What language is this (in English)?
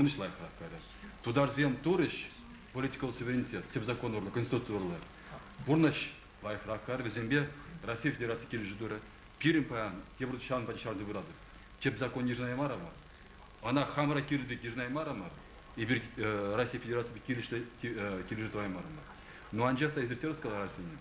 Chuvash